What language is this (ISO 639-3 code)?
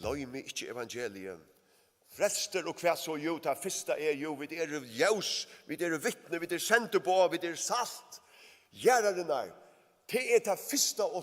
fao